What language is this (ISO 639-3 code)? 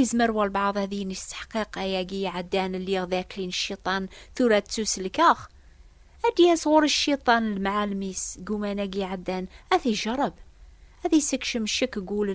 kab